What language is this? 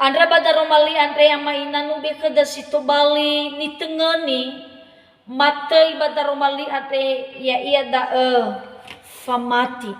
Nias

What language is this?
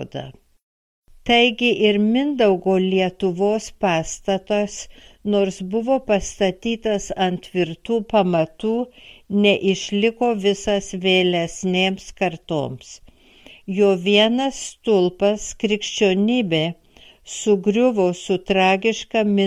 Lithuanian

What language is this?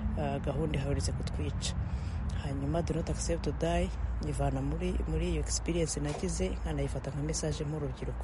Kinyarwanda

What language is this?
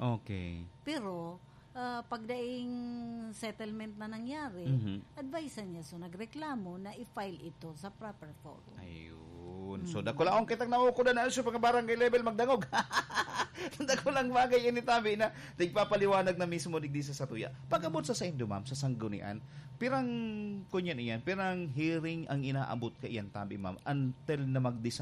Bikol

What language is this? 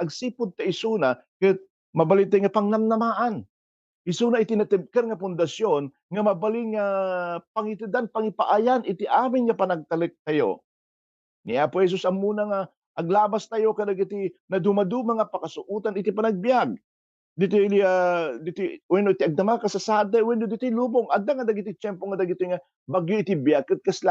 Iloko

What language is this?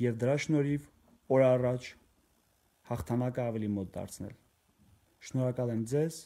Armenian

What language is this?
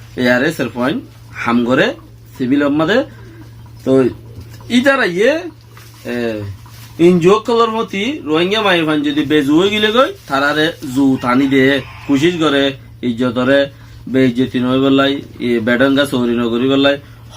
Rohingya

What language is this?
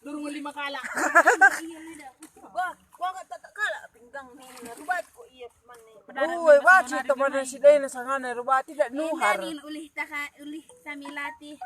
Batak Karo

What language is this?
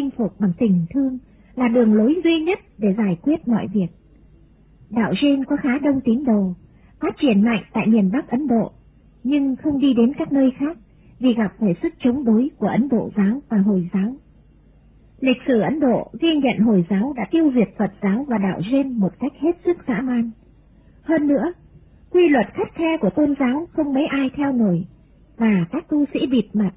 Vietnamese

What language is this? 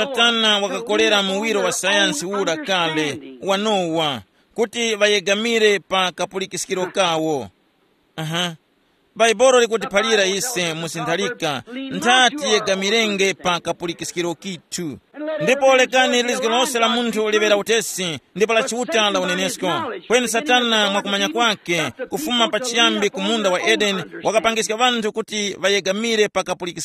Tumbuka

